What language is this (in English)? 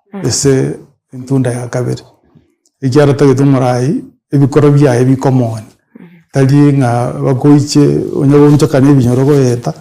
Gusii